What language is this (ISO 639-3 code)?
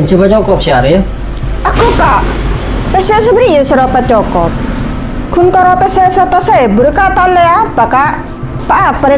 mad